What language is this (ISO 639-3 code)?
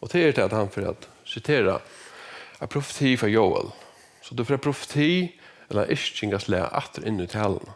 fao